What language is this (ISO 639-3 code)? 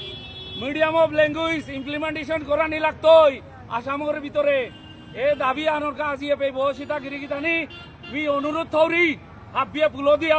bpy